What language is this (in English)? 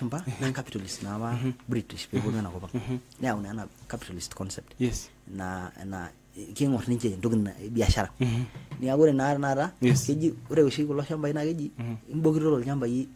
Masai